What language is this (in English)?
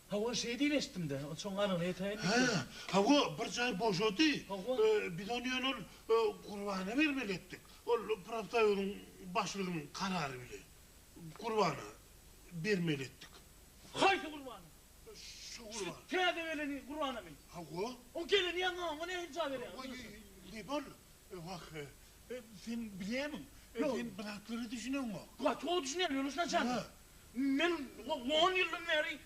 Turkmen